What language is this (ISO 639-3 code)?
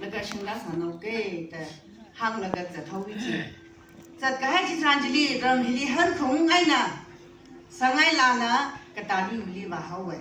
nmf